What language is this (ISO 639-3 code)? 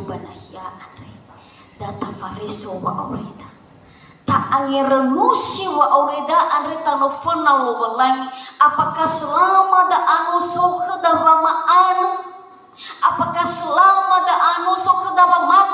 nia